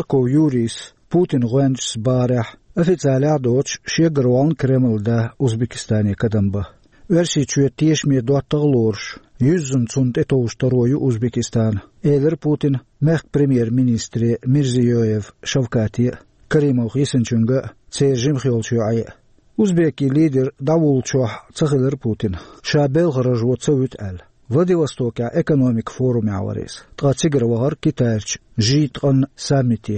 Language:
Chechen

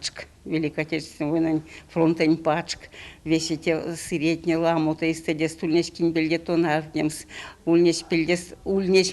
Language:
Erzya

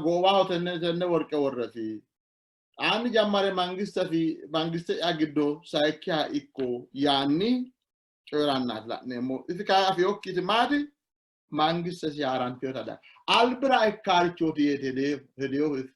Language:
Sidamo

